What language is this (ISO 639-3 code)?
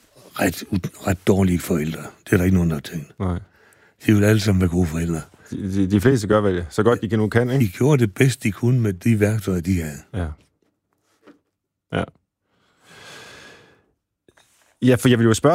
dan